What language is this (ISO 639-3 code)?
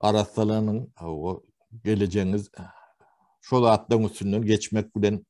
tuk